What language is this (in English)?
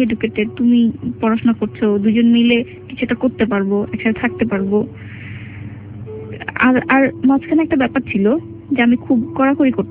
Bangla